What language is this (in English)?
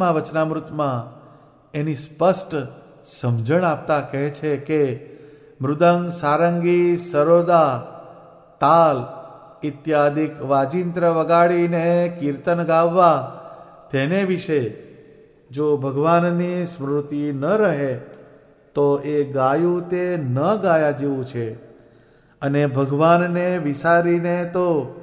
Gujarati